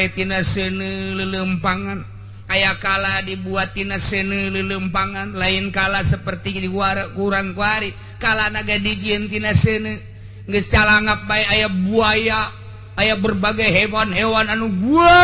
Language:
Sundanese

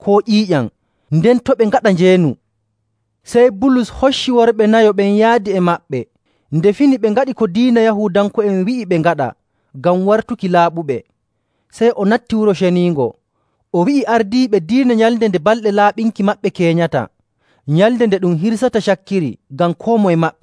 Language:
Nigerian Fulfulde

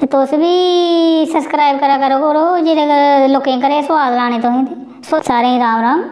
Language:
Dogri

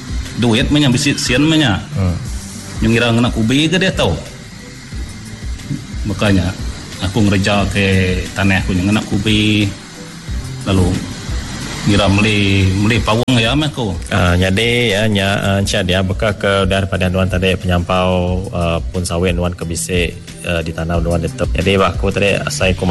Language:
Iban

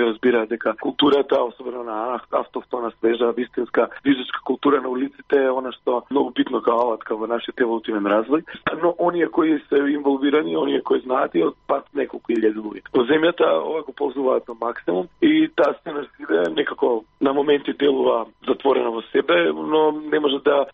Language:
Macedonian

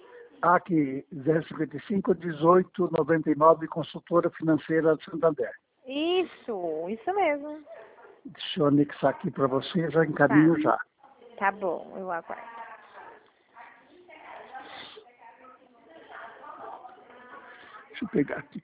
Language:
Portuguese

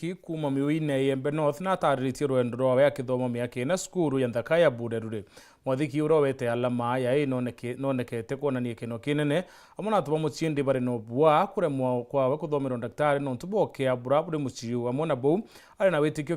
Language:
Meru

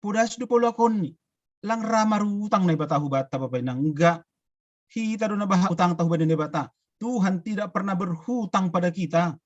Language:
Batak Simalungun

